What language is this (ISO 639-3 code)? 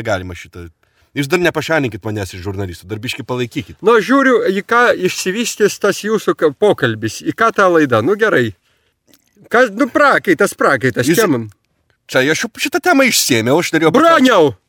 lit